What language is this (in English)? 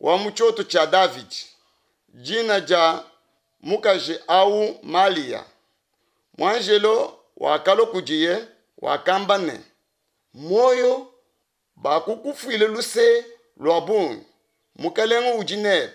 Luba-Lulua